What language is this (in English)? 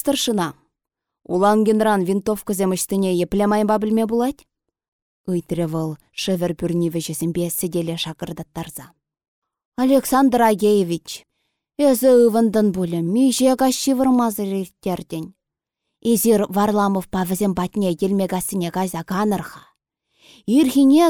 Chuvash